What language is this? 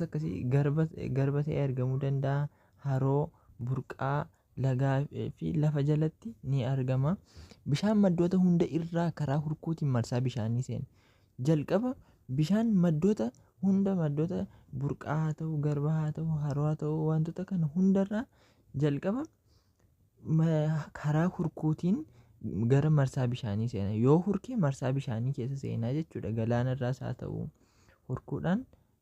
Oromo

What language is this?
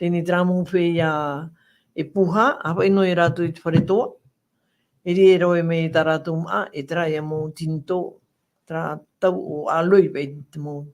Tahitian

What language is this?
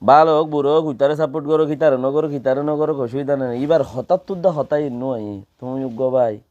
Rohingya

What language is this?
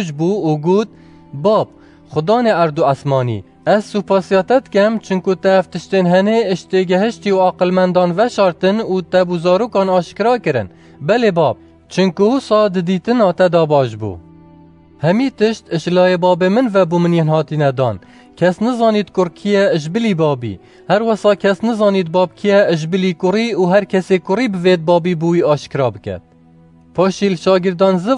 Kurdish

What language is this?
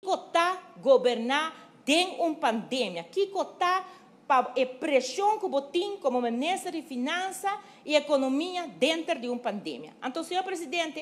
Papiamento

